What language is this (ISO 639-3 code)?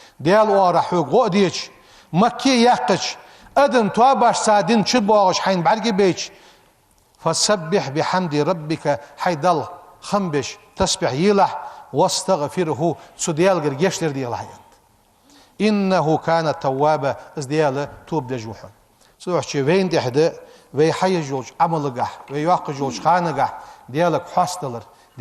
inh